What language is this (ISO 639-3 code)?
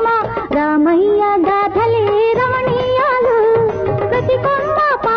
tel